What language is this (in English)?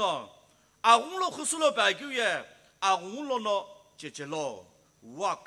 Sumi Naga